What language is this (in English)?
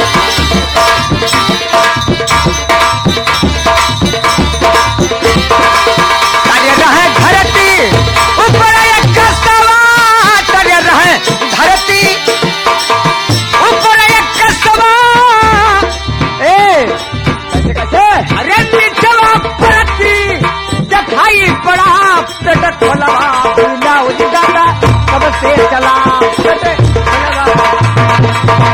Bhojpuri